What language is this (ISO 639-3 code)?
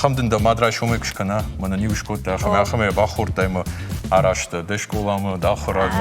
oss